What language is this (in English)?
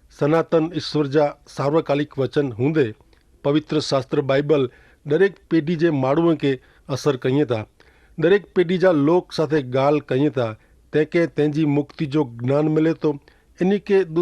Kachhi